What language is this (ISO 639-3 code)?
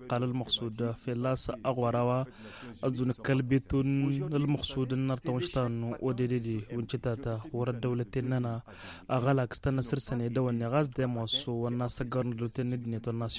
taq